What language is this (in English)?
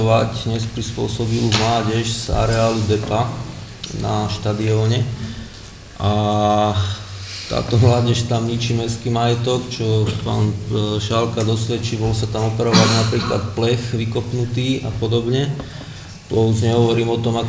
Slovak